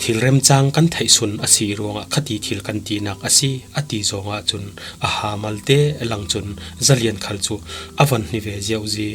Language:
Falam Chin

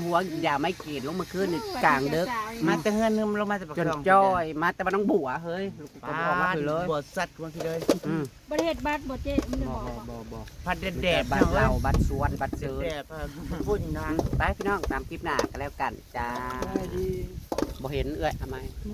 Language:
Northeastern Thai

